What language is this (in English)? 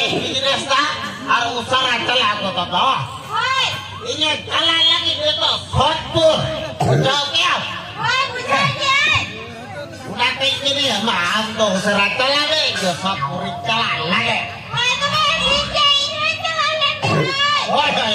Santali